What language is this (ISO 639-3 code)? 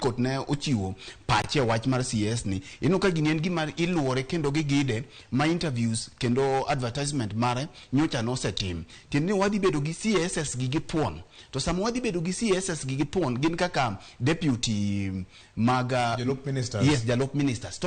luo